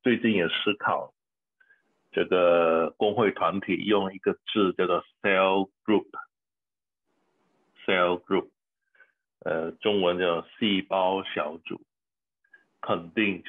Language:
Chinese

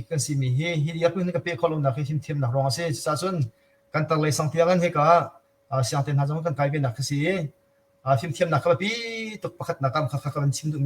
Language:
Hakha Chin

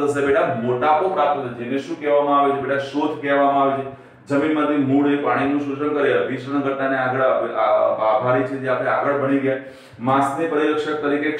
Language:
Gujarati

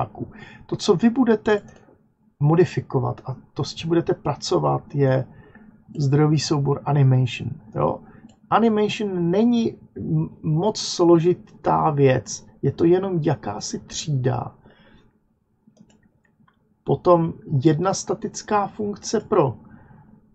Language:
Czech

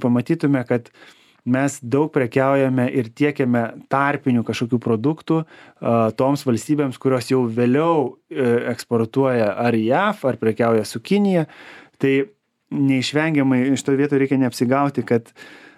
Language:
Lithuanian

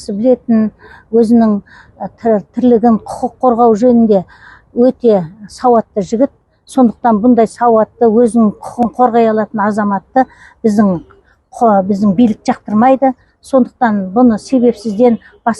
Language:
Kazakh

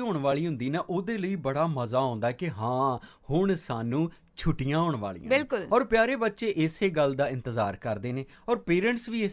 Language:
Punjabi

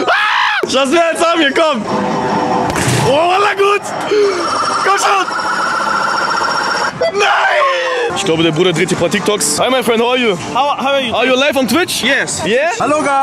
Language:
German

